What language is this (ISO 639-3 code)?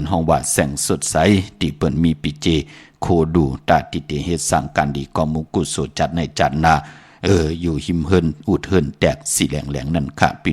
shn